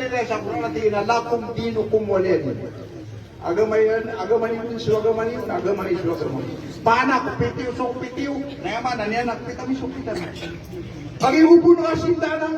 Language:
Maranao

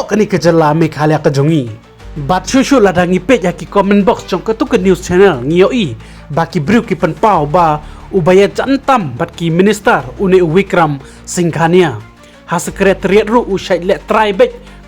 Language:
Khasi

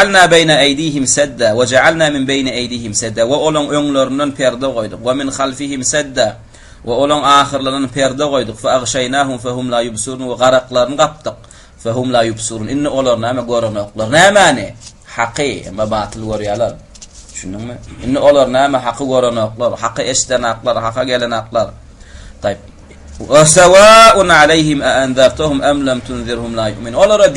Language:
Turkmen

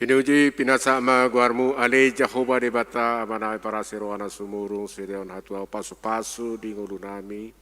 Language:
Batak Toba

